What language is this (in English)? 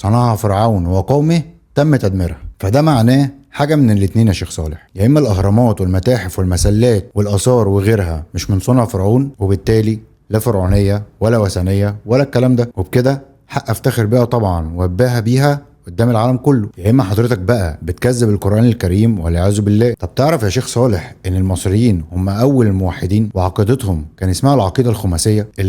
Egyptian Arabic